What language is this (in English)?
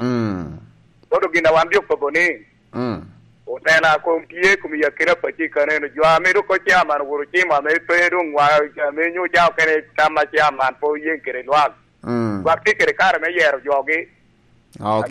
Lango (Uganda)